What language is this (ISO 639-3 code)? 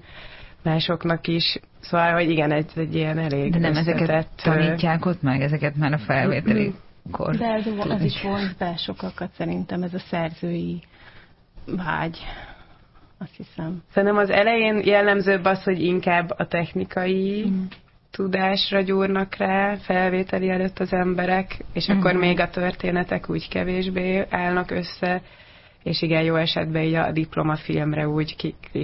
hun